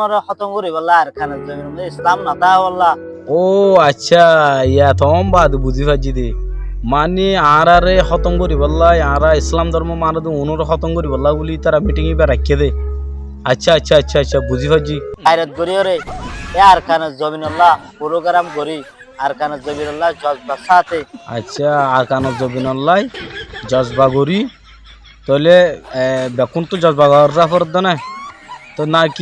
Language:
Rohingya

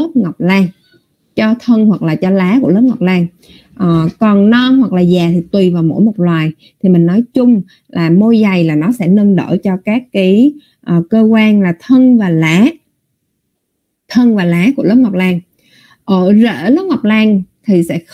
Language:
Vietnamese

